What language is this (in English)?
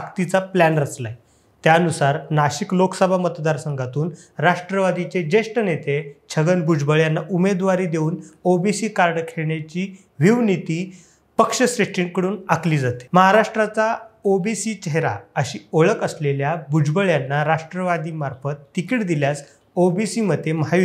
Marathi